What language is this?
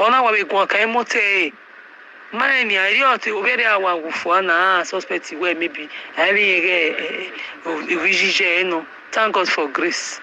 Nigerian Pidgin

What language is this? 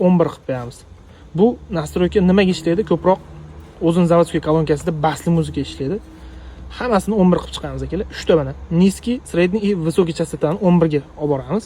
Uzbek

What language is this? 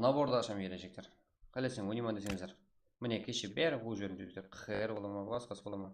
Kara-Kalpak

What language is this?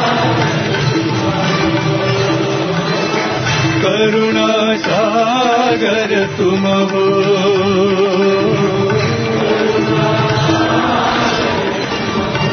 English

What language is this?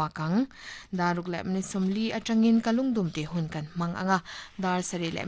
Mizo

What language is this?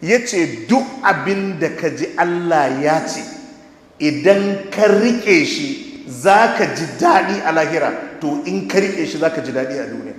Hausa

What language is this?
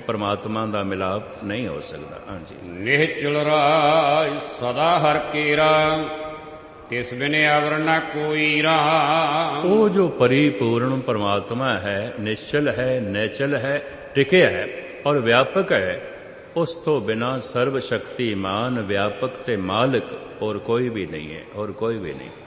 Punjabi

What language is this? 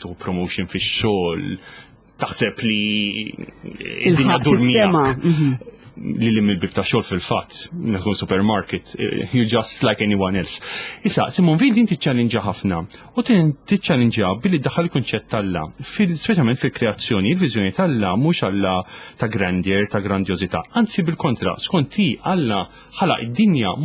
Maltese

